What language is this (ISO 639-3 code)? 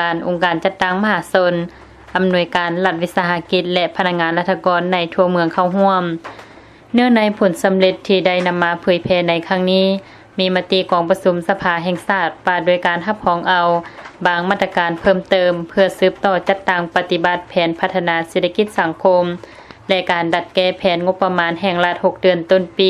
lao